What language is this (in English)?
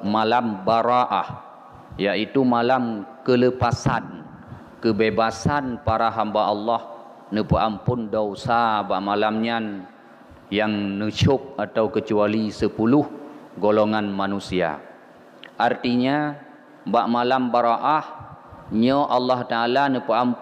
Achinese